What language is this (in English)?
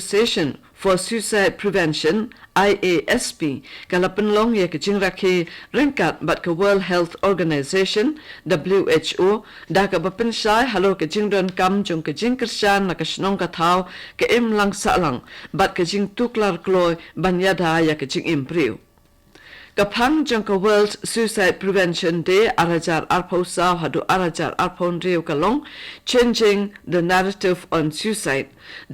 Khasi